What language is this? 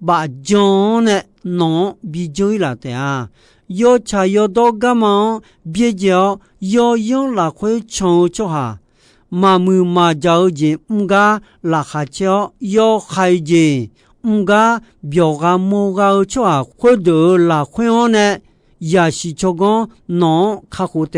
Akha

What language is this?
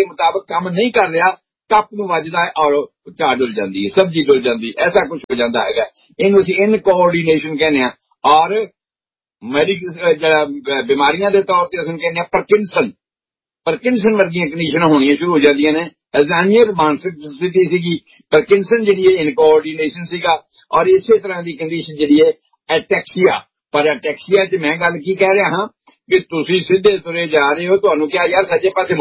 Punjabi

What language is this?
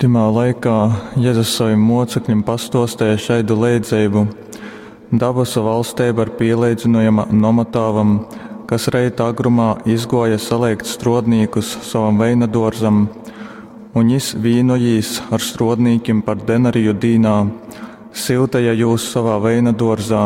Latgalian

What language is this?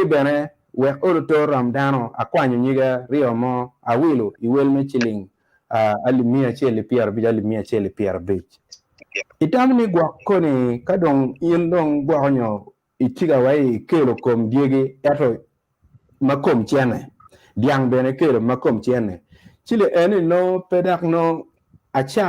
Acoli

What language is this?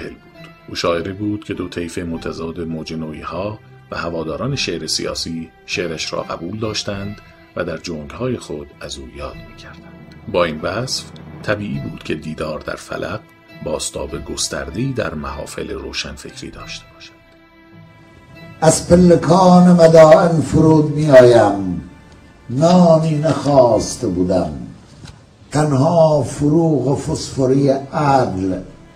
Persian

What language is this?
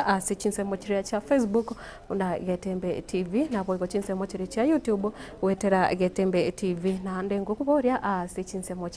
Gusii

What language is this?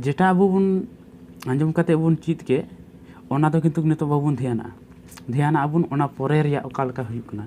Santali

